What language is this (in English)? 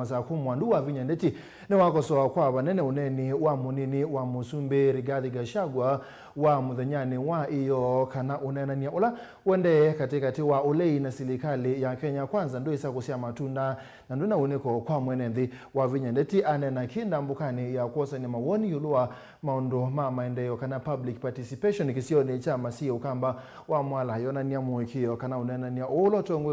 Kamba